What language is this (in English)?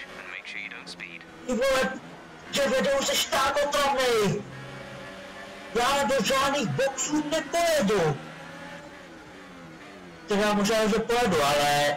Czech